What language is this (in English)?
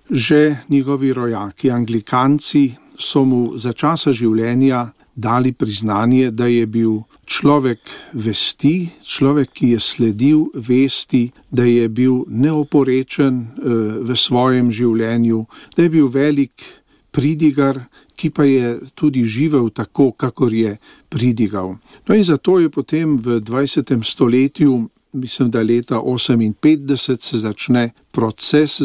Slovenian